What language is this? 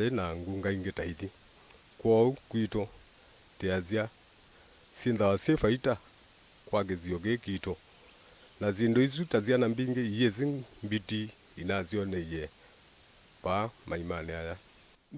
Kamba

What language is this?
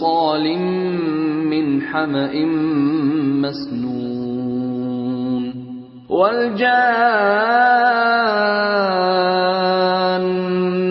Urdu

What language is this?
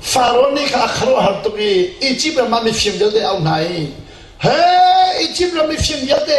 Hakha Chin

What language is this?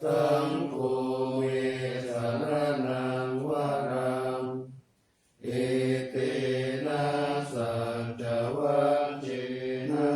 Pali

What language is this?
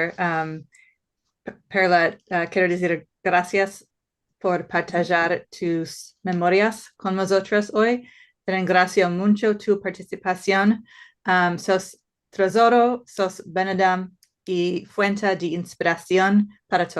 Ladino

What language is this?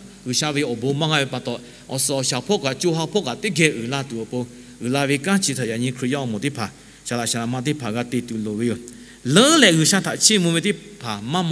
Lahu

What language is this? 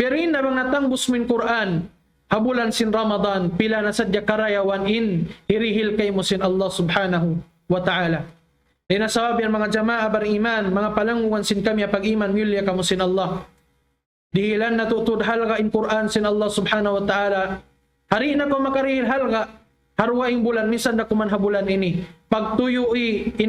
Tausug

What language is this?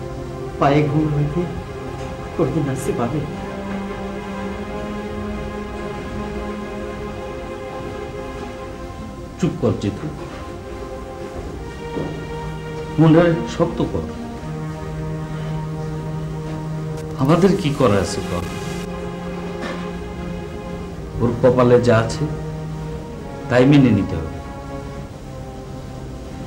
Bangla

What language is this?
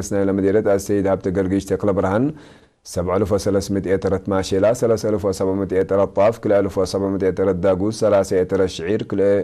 Tigre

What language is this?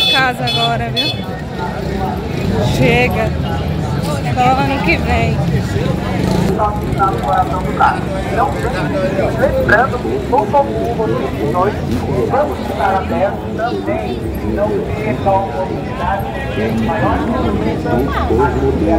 Portuguese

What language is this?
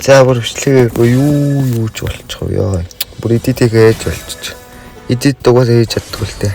Mongolian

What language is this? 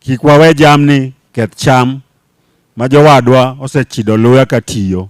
Luo (Kenya and Tanzania)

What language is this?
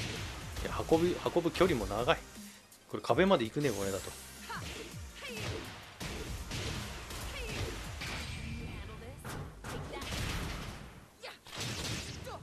Japanese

